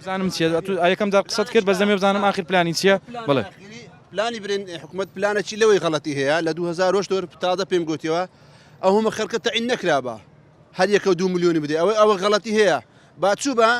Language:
Central Kurdish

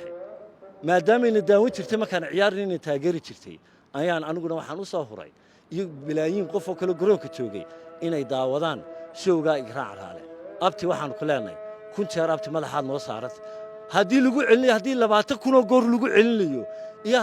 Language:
Somali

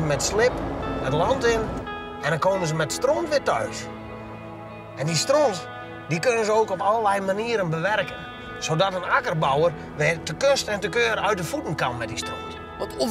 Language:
Dutch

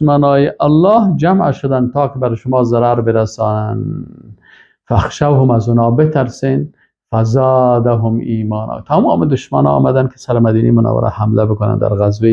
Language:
Persian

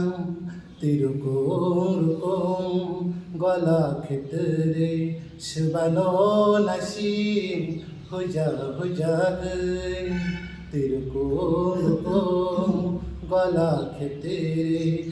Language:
Kok Borok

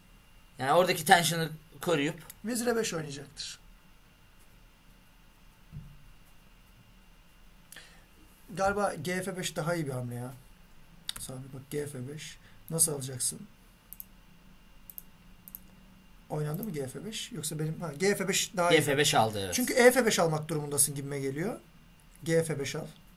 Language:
Turkish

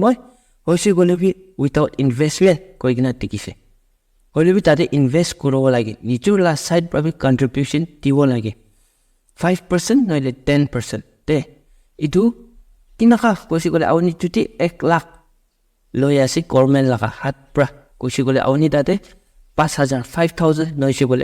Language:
Naga Pidgin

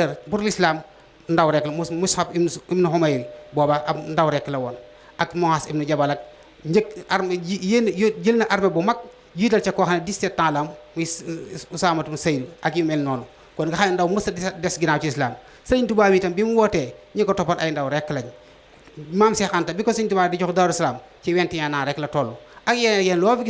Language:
Wolof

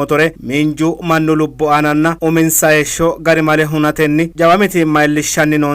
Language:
Sidamo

